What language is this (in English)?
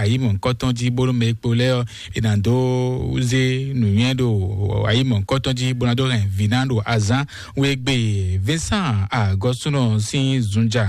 Fon